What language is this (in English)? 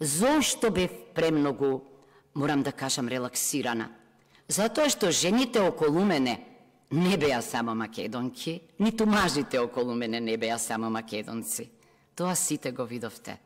Macedonian